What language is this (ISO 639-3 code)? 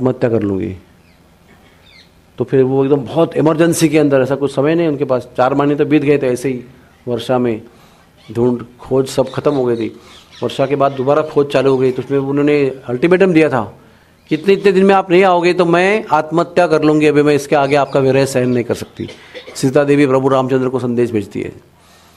hin